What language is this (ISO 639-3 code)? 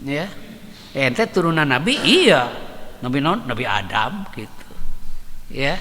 sun